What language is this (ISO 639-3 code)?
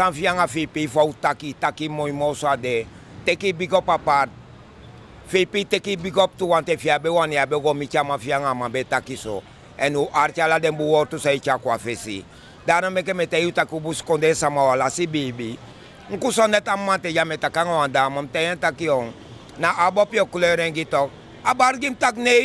srn